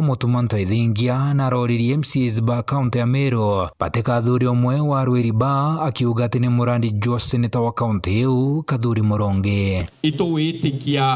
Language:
Meru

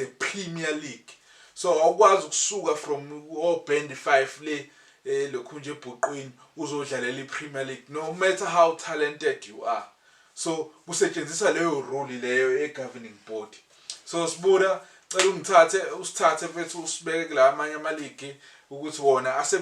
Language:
Zulu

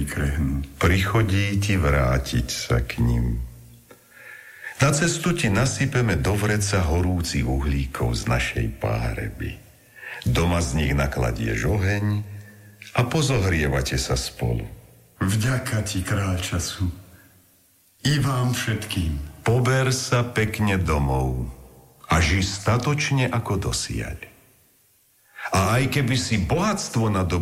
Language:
Slovak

